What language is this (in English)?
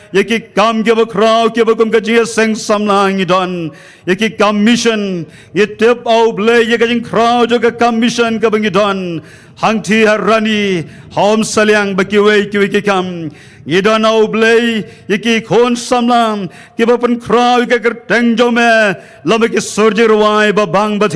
Khasi